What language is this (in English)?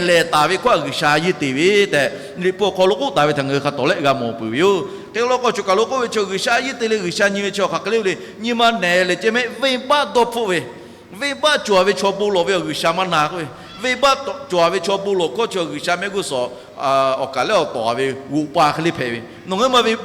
Lahu